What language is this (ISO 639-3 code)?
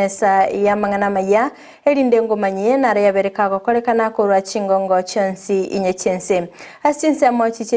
guz